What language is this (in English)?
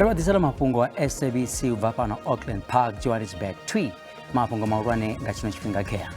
Venda